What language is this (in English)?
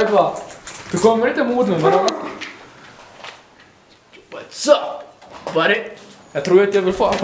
Swedish